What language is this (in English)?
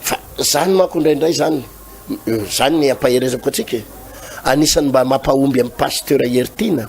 Malagasy